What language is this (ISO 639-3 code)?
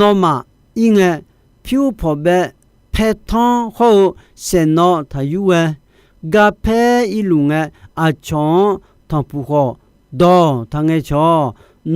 ahk